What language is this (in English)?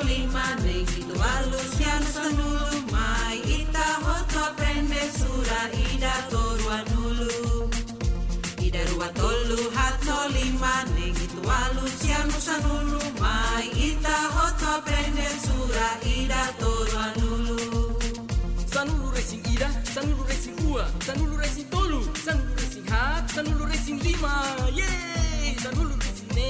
Tetum